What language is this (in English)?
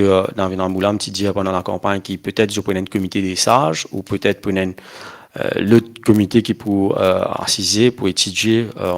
Morisyen